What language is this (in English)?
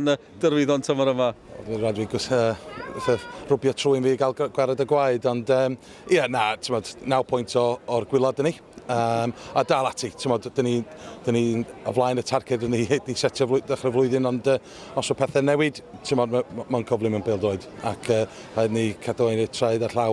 Welsh